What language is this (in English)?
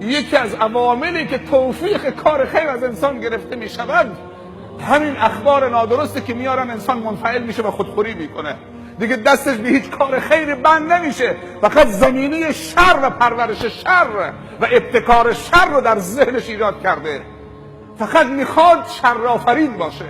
Persian